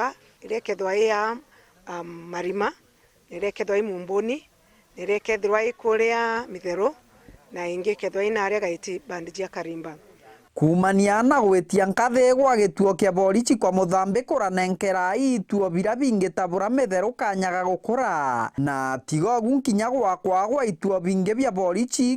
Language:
Meru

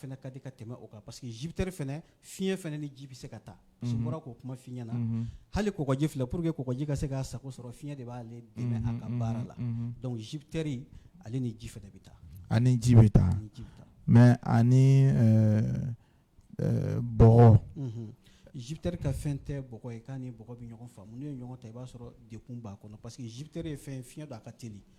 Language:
Bambara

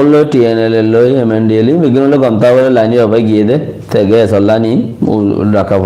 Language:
Rohingya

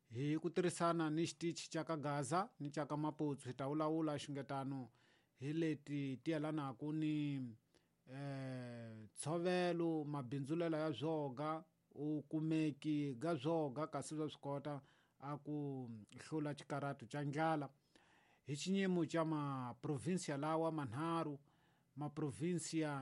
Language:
Tsonga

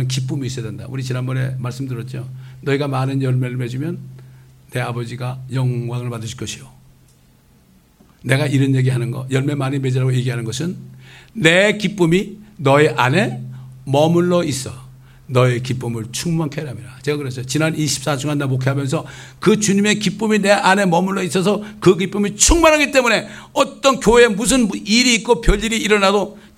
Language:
Korean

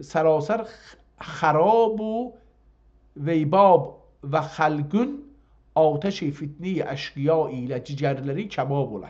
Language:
South Azerbaijani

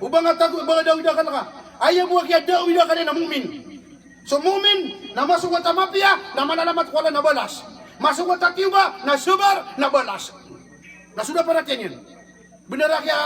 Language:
Maranao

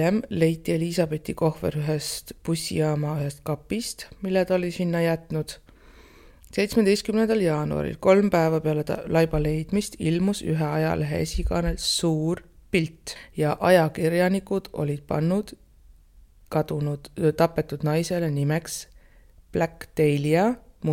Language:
Estonian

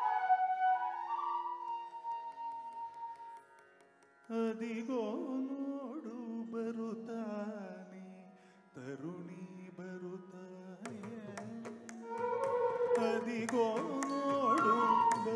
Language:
Kannada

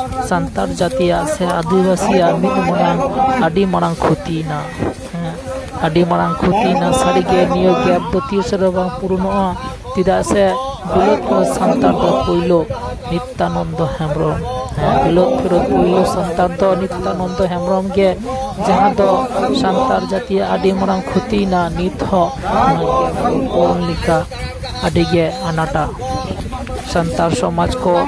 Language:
Santali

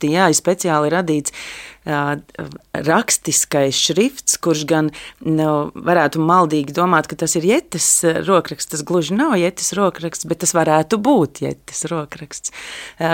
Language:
Latvian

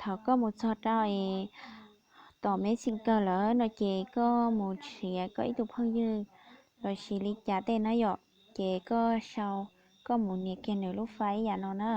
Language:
Hmong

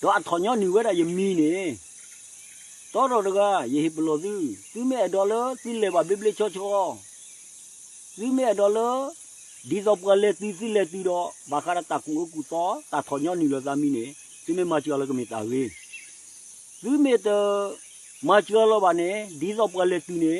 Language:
S'gaw Karen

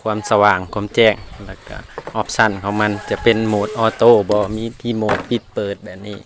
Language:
Lao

